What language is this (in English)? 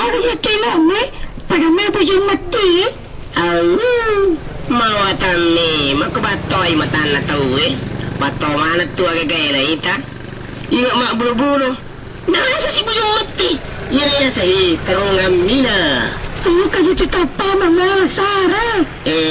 Buginese